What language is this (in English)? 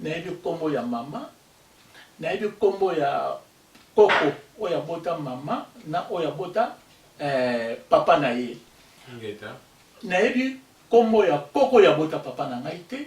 Lingala